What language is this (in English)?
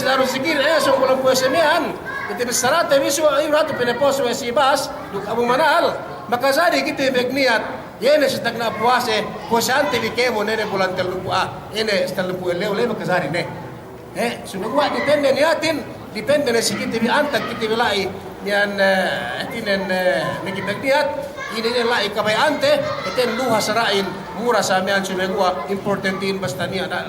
Yakan